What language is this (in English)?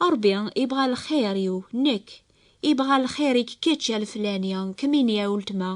Kabyle